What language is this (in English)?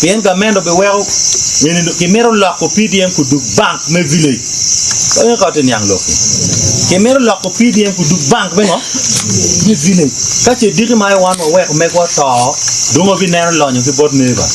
Acoli